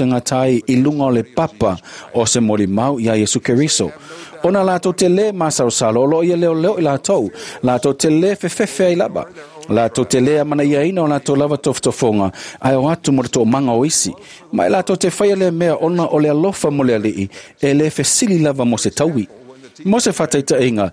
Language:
Samoan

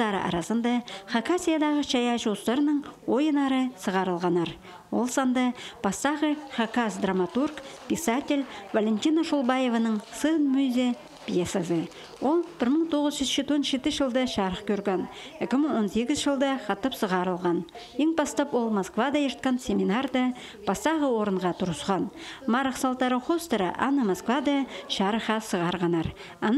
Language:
Khakas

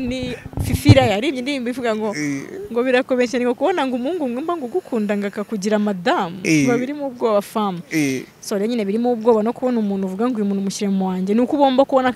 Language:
Kinyarwanda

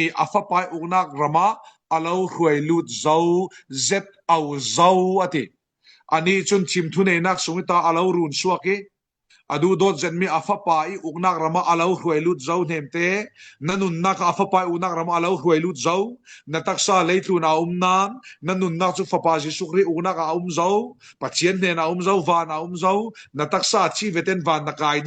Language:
Falam Chin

